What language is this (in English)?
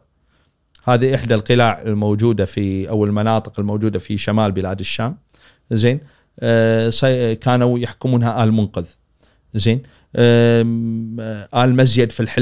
Gulf Arabic